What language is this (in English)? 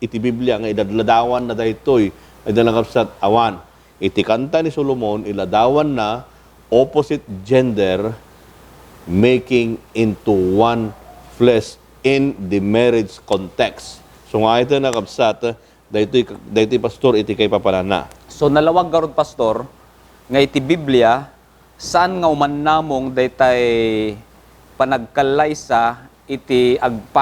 Iloko